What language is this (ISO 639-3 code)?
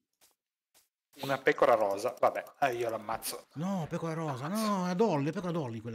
ita